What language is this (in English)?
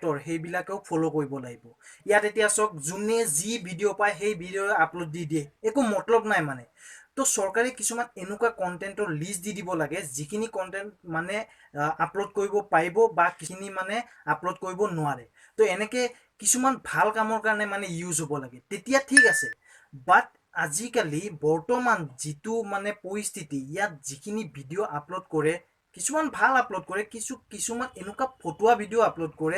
Assamese